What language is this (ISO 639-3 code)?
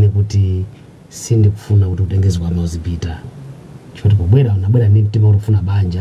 nya